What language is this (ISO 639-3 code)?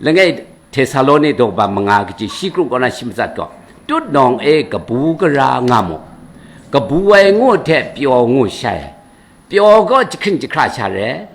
kac